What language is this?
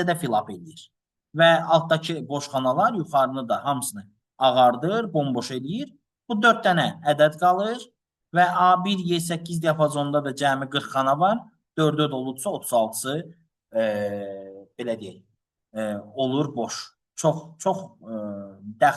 Azerbaijani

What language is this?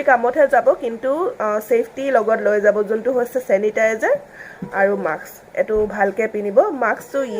Assamese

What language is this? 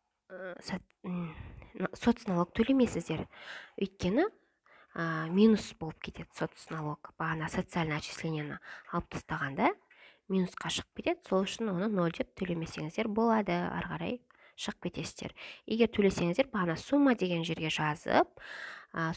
Kazakh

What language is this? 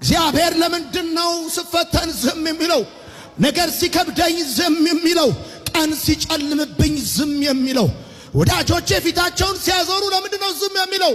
Amharic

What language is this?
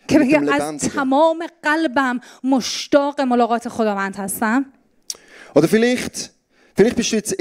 Swiss German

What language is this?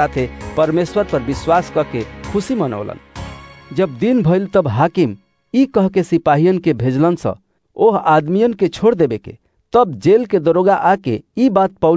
Bhojpuri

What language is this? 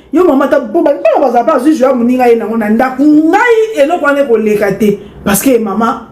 Lingala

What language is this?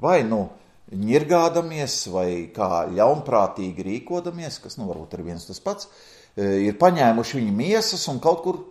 Latvian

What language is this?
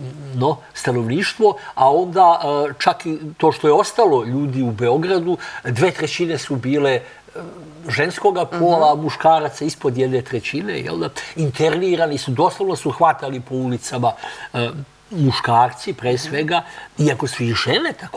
Serbian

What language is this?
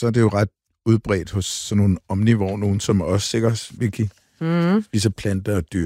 Danish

